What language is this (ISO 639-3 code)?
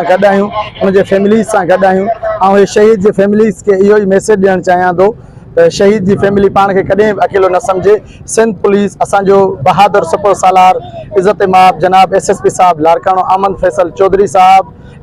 snd